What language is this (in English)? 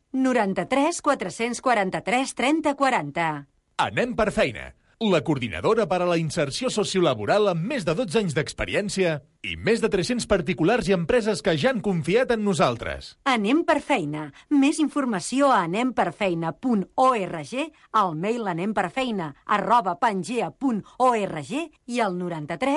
Catalan